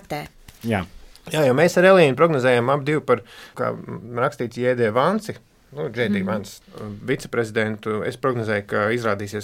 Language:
Latvian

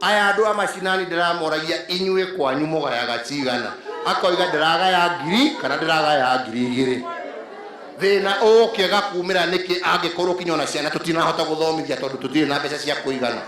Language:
Kikuyu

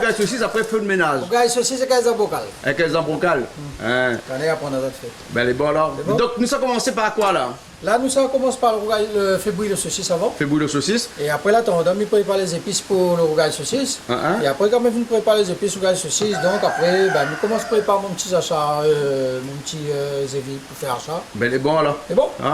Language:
Réunion Creole French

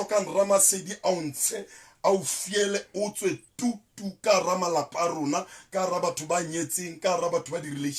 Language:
Southern Sotho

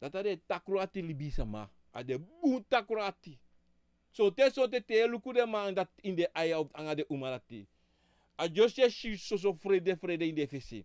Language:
Sranan Tongo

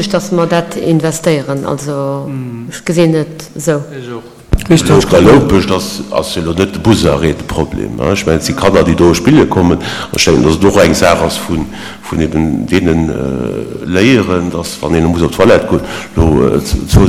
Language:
Luxembourgish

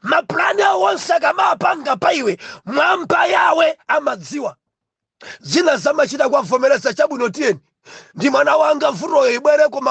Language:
Nyanja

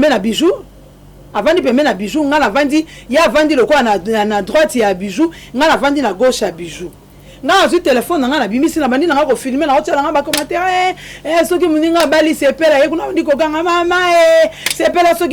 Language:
Lingala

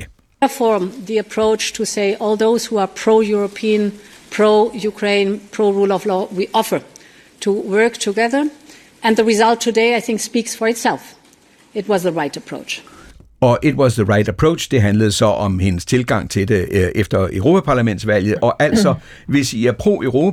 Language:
Danish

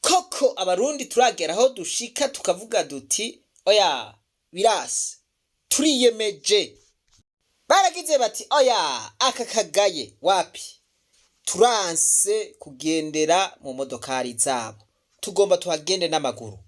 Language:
Rundi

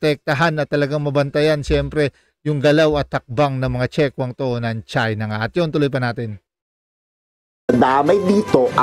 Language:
Filipino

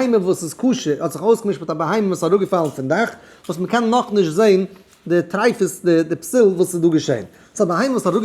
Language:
Yiddish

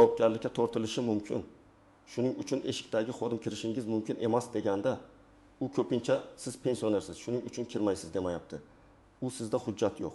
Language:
Uzbek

